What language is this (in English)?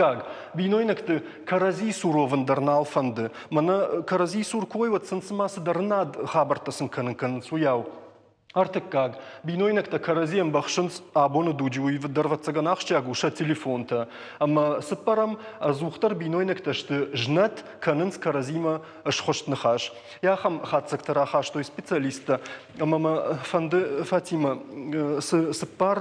Ossetic